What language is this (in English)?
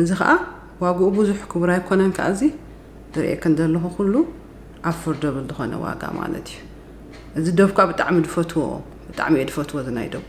Tigrinya